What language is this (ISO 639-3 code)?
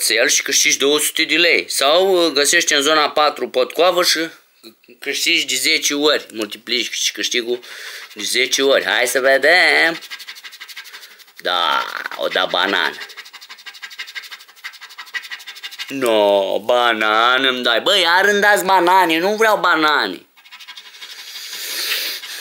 ron